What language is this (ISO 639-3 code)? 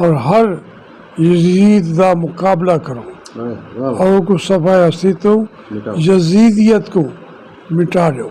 skr